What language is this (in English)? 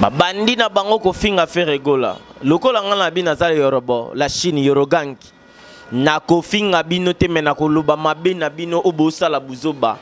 Lingala